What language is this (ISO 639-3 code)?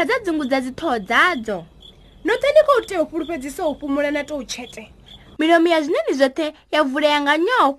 ven